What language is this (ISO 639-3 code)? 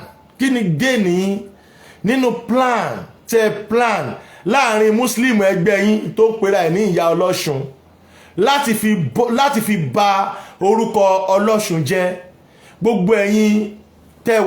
yor